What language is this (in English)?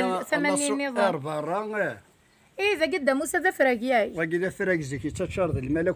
Kabyle